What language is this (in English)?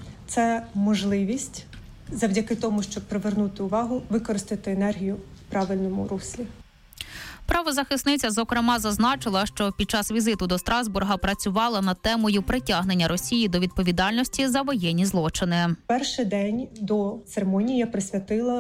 Ukrainian